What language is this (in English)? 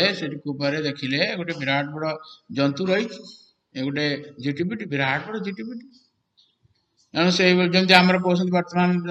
Odia